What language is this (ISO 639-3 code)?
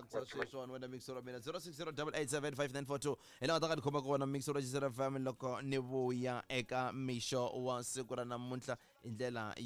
tso